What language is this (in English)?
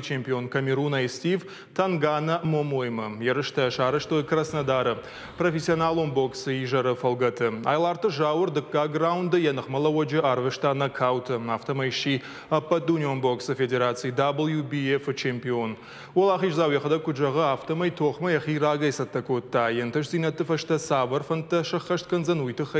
Ossetic